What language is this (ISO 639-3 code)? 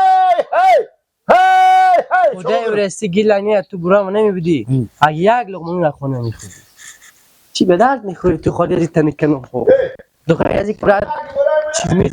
fas